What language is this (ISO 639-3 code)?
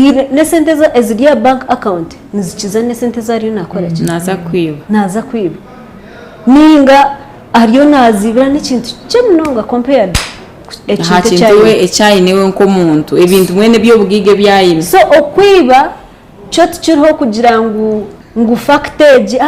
nyn